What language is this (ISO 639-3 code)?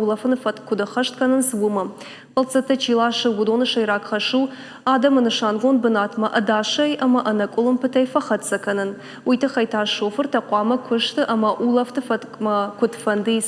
oss